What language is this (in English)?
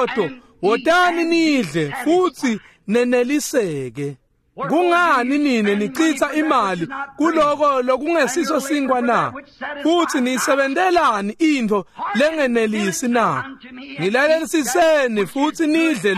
Swati